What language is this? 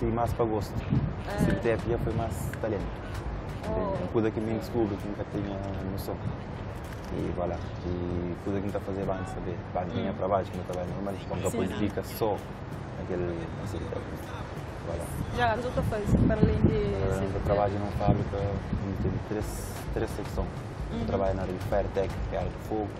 Kabuverdianu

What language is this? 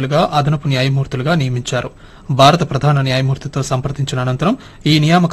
Telugu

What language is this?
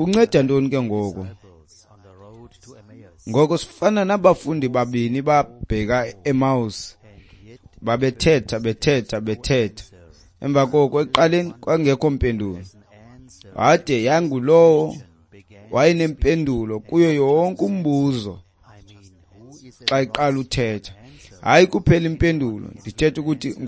Xhosa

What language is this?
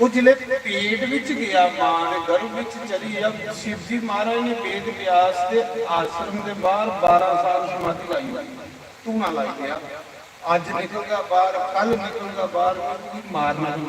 Dogri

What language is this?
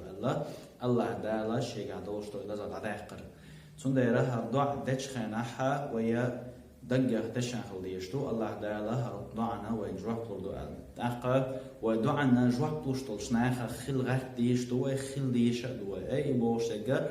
Chechen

